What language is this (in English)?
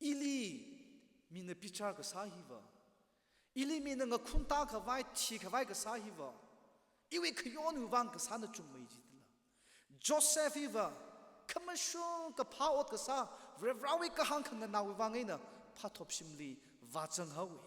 Tangkhul Naga (India)